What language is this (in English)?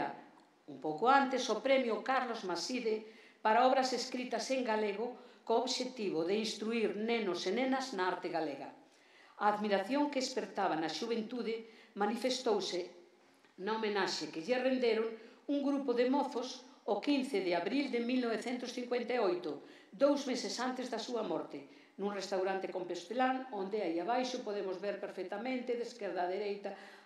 Galician